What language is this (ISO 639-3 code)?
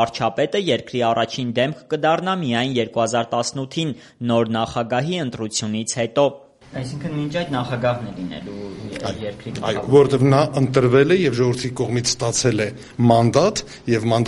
hye